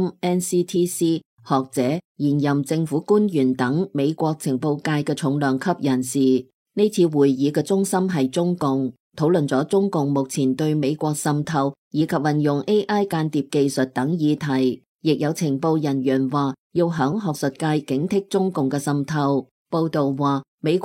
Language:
Cantonese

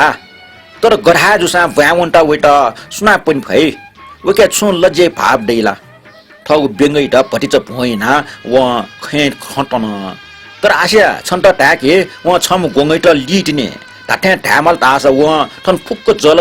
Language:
Newari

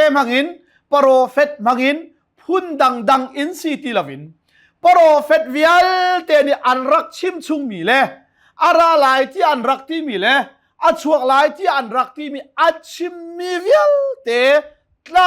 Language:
Hakha Chin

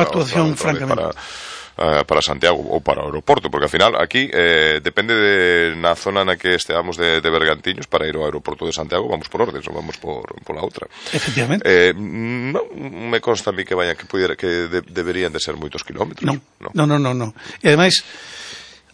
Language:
Galician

